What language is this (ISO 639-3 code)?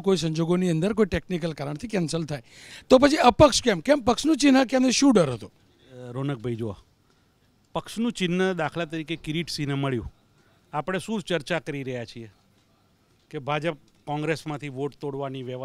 guj